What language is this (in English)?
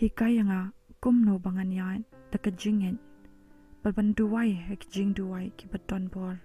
Khasi